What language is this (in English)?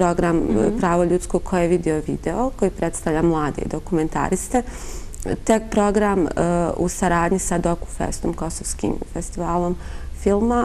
Bosnian